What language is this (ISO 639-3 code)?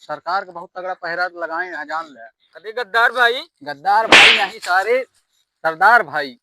awa